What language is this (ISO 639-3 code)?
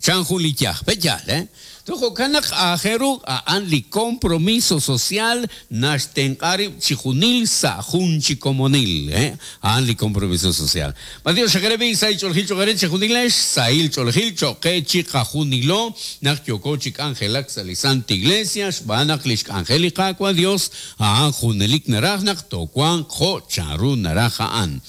kek